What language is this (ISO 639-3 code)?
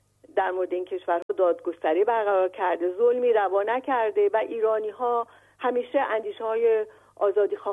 fas